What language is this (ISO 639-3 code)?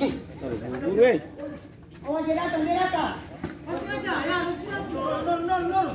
abs